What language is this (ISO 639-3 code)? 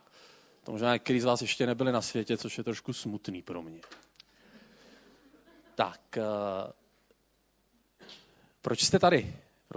ces